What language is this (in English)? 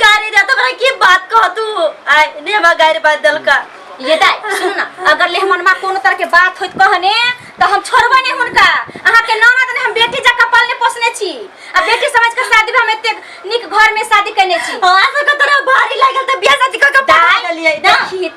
Maithili